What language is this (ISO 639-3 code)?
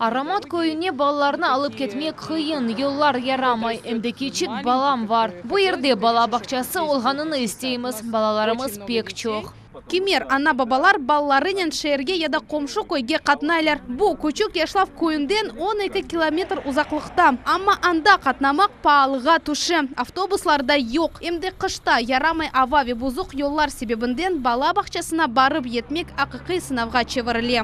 crh